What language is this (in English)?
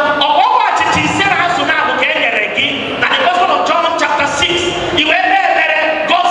Igbo